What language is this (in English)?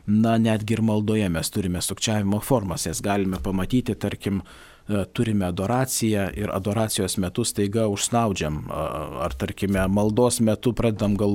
Lithuanian